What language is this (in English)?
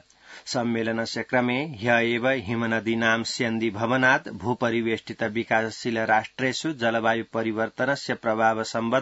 Sanskrit